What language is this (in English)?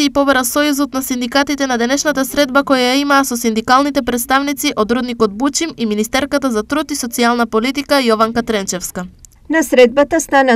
Macedonian